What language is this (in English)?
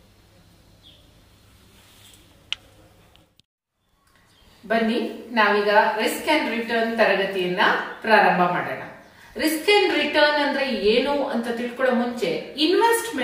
Kannada